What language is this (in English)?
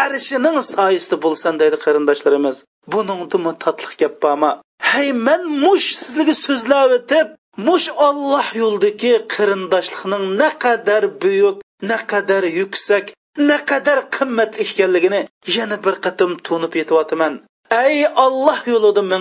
Uyghur